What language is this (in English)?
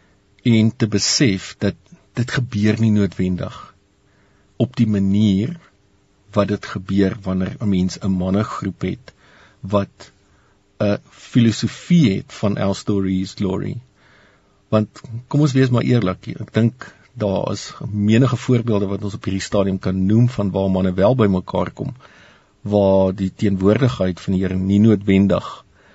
Afrikaans